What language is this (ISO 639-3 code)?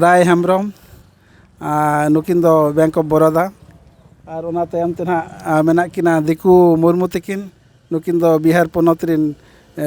sat